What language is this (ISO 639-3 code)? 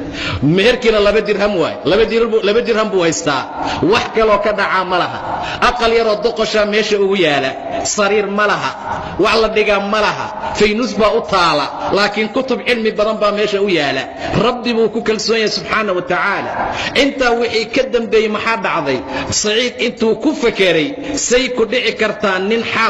som